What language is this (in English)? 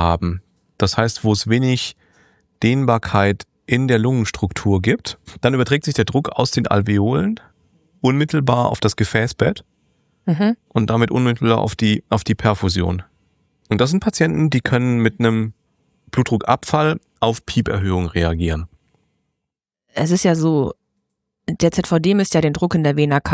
German